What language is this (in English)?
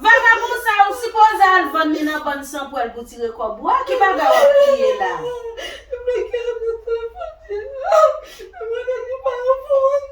Haitian Creole